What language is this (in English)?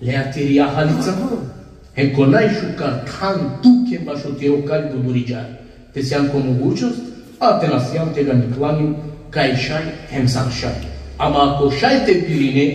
Balkan Romani